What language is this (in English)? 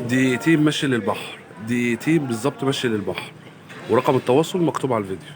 Egyptian Arabic